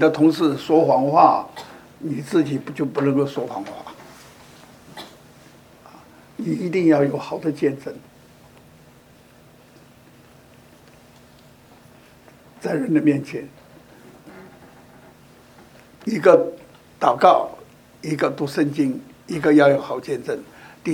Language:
Chinese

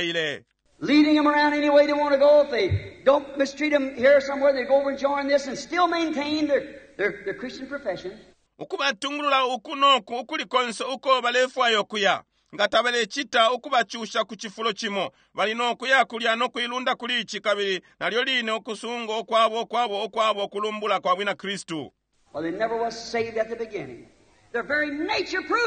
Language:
Bemba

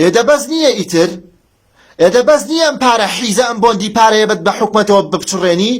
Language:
Central Kurdish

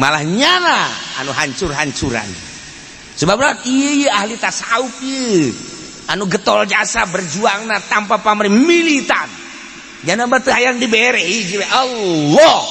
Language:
Sundanese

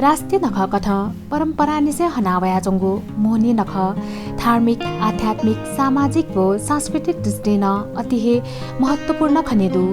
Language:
Newari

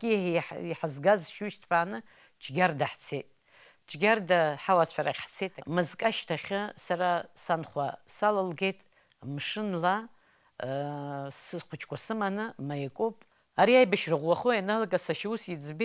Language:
Abkhazian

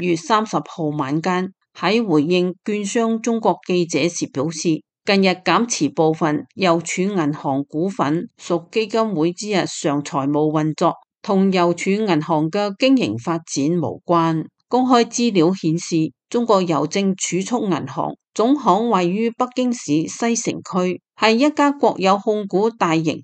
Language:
Cantonese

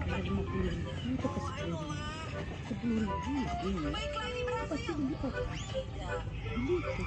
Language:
Minangkabau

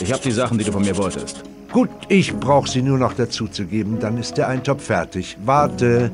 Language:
Bavarian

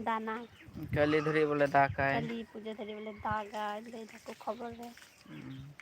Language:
Santali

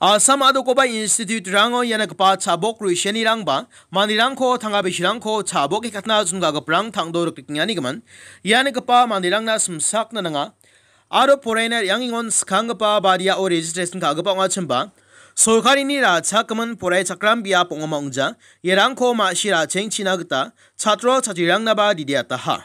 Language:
Garo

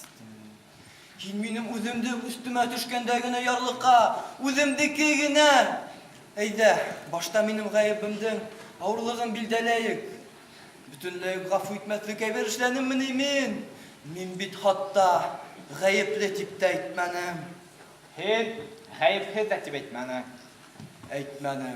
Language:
Bashkir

